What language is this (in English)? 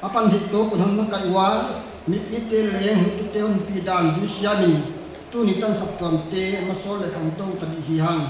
Paite Chin